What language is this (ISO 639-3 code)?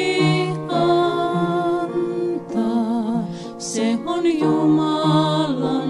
fin